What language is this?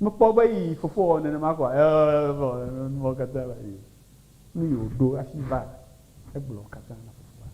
Ewe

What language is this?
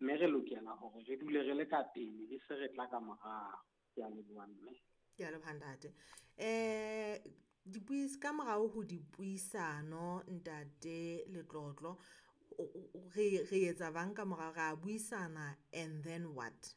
Southern Sotho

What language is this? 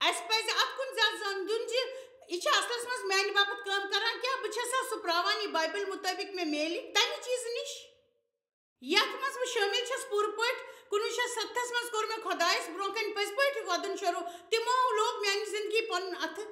Kashmiri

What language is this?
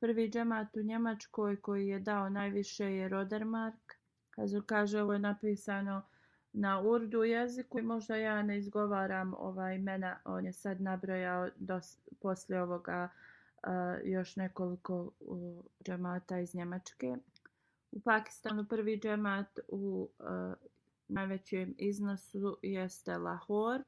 Bosnian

